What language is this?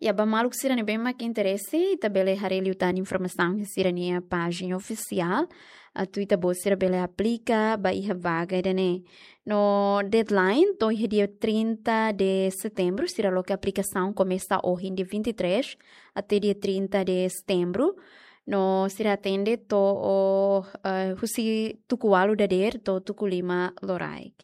Tetum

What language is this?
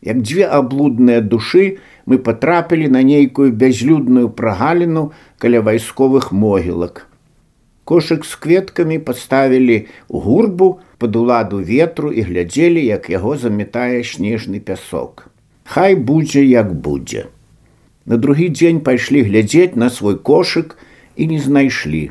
Belarusian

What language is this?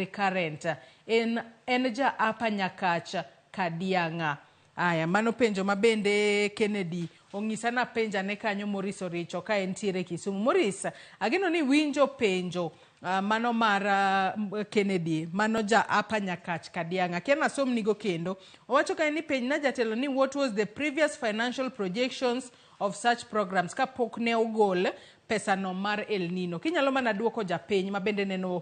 Luo (Kenya and Tanzania)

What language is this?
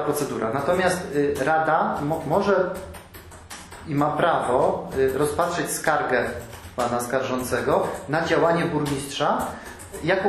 Polish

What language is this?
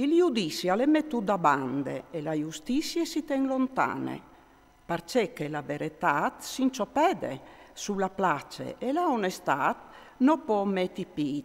Friulian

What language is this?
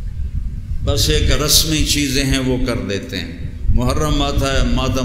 Urdu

